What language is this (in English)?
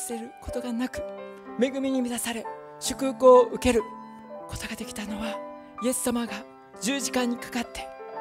Japanese